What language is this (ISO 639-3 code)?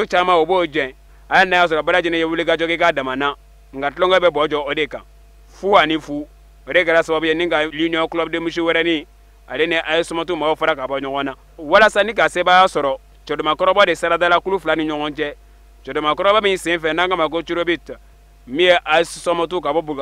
bam